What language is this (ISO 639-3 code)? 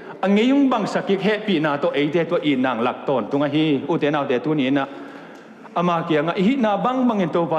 ctd